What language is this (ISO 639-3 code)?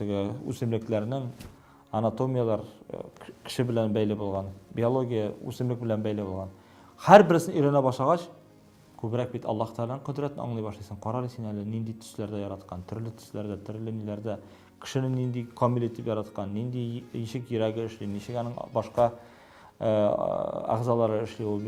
tat